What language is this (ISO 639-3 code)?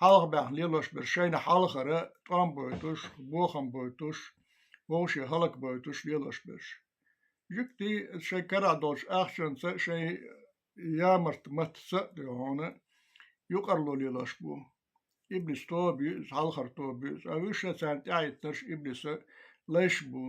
che